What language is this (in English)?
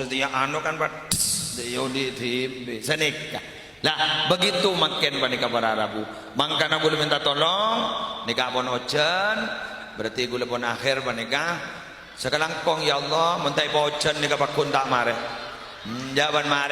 Madurese